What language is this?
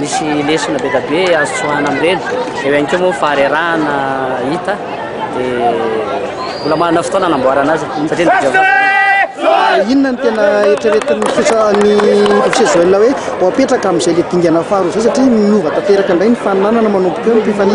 Malagasy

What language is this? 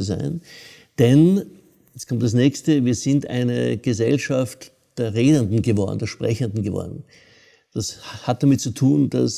German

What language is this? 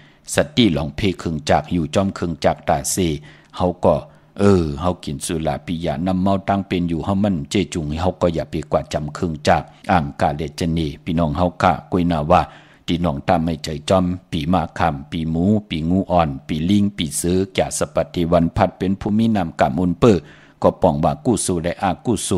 Shan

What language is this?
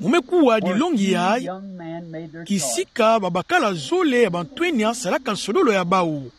Kituba (Democratic Republic of Congo)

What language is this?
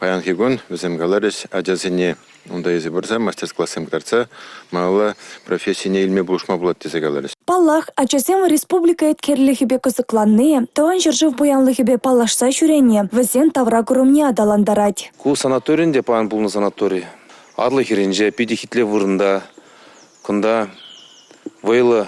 Chuvash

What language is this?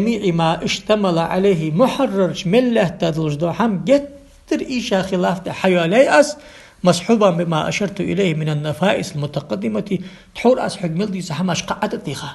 Ingush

